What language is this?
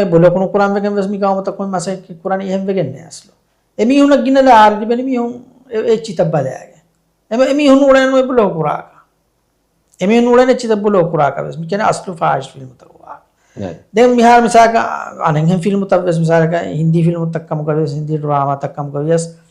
Divehi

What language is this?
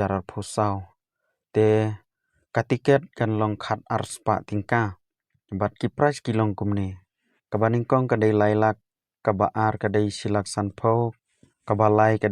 Khasi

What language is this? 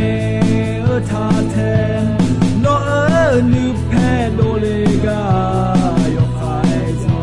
Akha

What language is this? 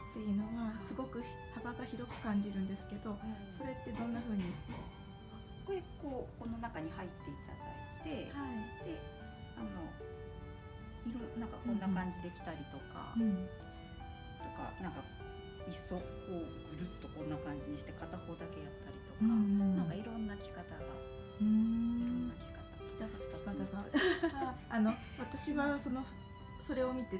Japanese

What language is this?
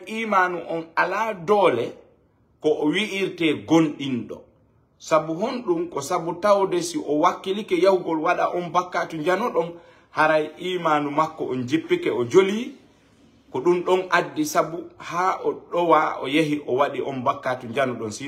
Fula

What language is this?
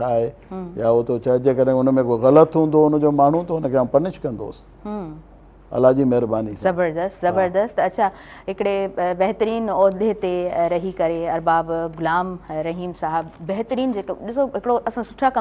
Sindhi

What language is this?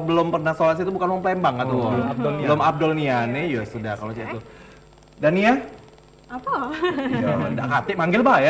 Musi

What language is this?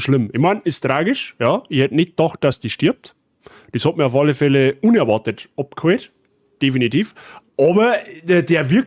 Bavarian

